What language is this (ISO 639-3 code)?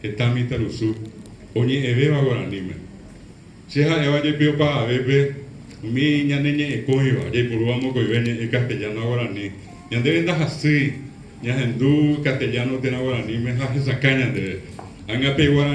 grn